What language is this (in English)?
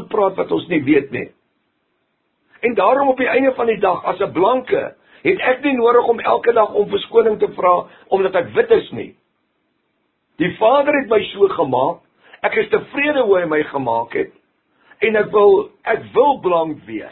Afrikaans